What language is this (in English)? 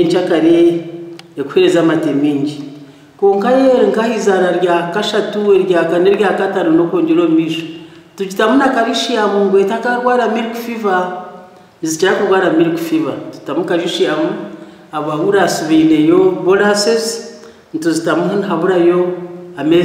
Nyankole